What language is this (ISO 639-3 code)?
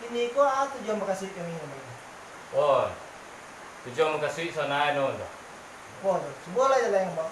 min